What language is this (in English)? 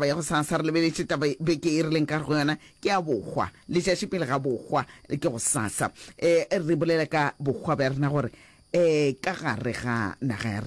Northern Sotho